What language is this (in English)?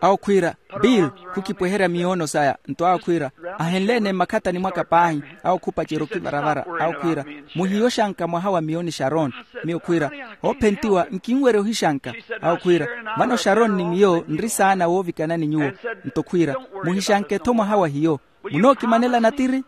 Makhuwa